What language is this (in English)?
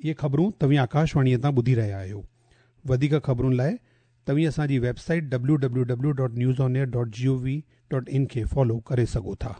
Sindhi